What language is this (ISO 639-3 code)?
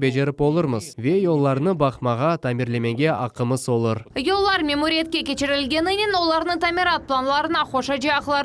crh